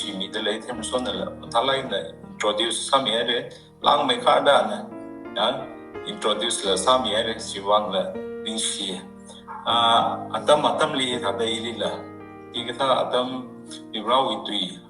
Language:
Tangkhul Naga (India)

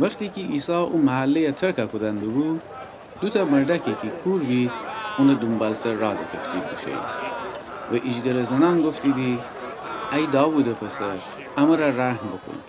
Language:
Gilaki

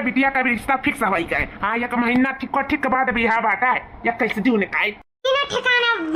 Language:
Awadhi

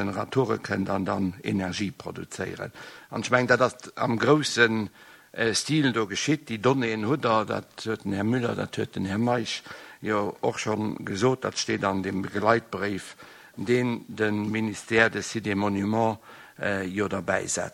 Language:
Luxembourgish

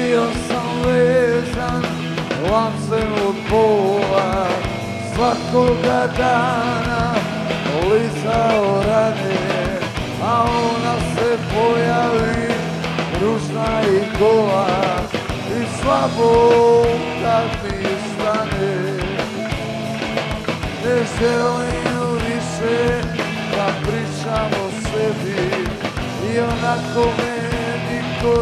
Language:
Croatian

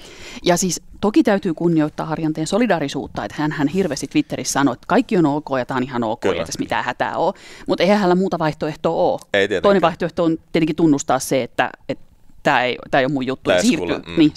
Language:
Finnish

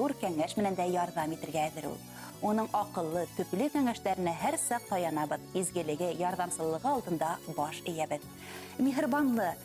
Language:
Bashkir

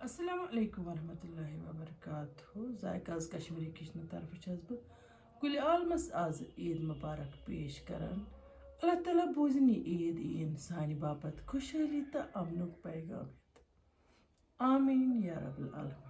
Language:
Kashmiri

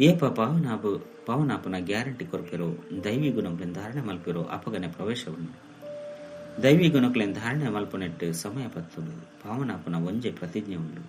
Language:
Tulu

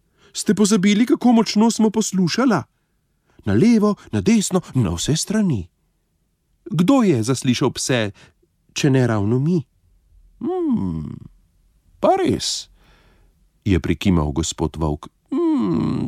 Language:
Slovenian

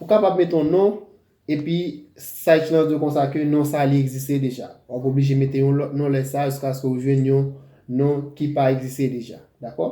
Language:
Haitian Creole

